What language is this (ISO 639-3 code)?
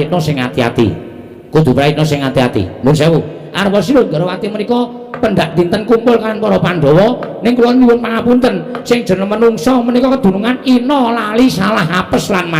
jav